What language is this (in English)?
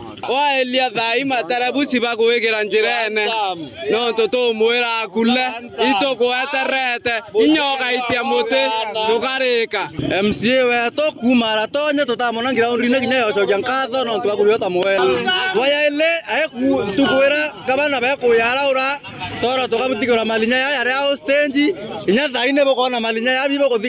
Meru